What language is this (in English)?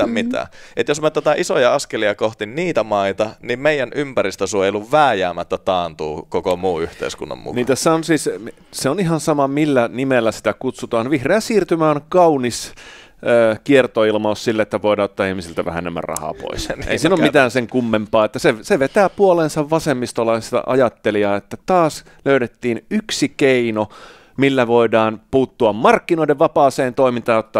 Finnish